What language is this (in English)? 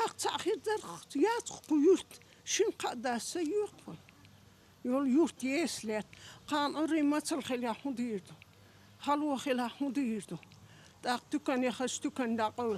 Chechen